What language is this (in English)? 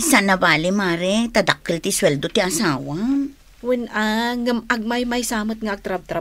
Iloko